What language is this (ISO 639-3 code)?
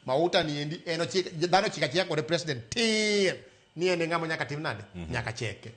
luo